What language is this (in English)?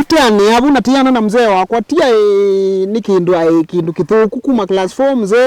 Kamba